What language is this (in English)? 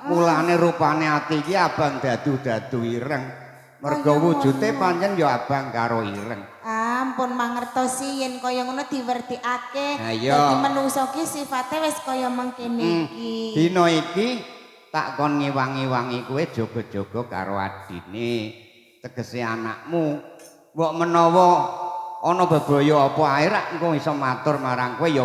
Javanese